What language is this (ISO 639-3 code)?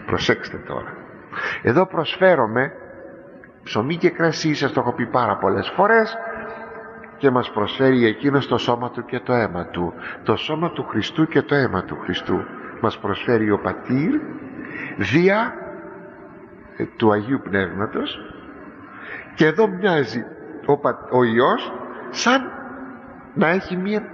ell